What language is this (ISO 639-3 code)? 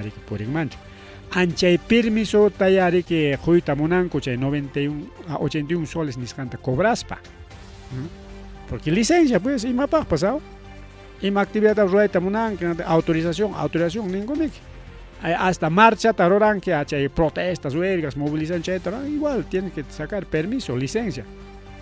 quy